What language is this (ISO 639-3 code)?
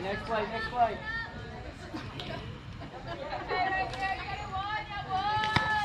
eng